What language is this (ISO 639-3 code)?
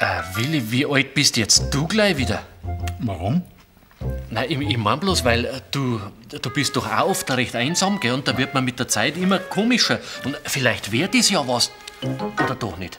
bar